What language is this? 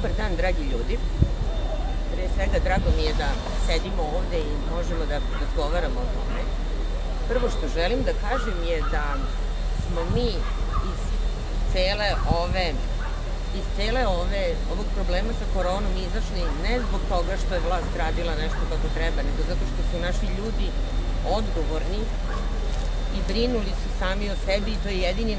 Serbian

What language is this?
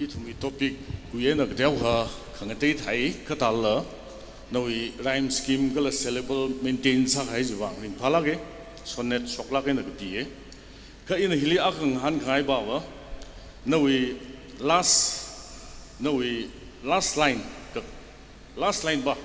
Tangkhul Naga (India)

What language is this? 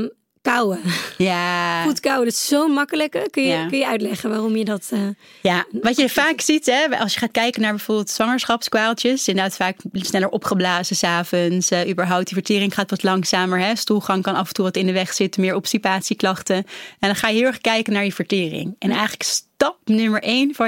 Dutch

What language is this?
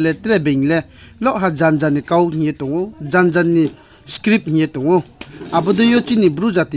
Riang (India)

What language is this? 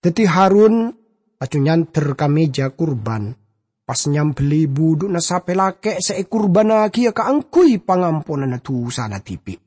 Madurese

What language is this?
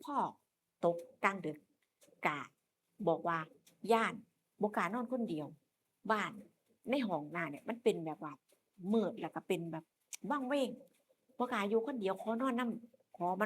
Northeastern Thai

